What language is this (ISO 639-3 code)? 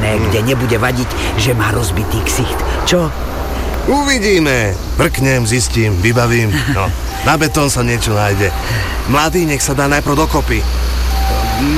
slk